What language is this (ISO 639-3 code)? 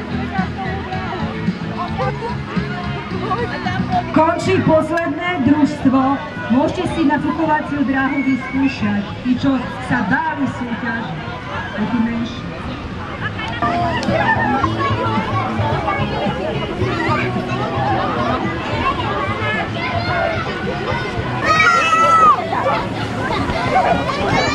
slk